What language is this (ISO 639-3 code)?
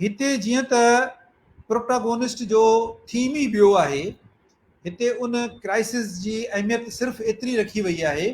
snd